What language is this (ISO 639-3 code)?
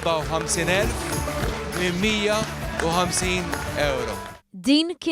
mlt